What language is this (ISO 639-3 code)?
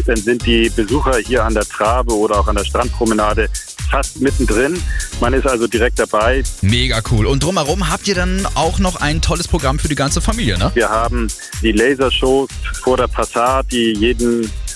deu